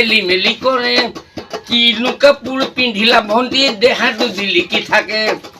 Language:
Assamese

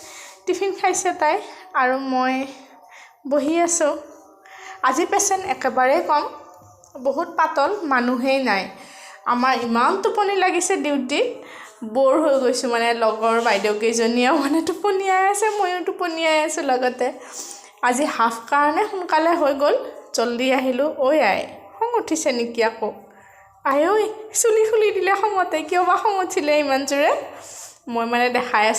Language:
Assamese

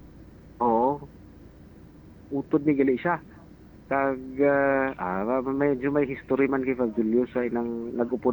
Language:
Hiligaynon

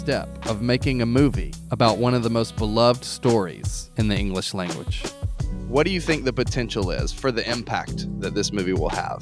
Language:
English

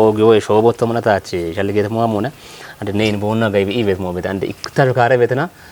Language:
Kafa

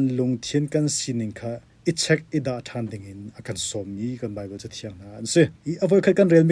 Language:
Hakha Chin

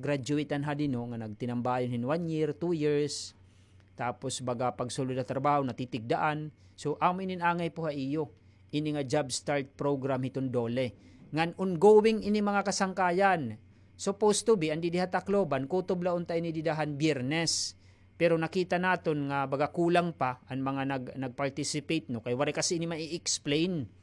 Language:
Waray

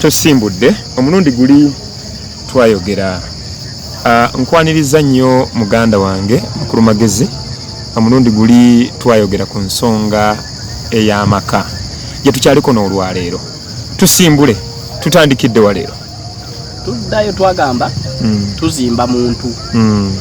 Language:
Ganda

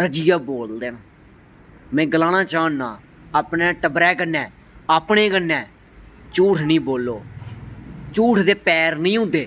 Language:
Dogri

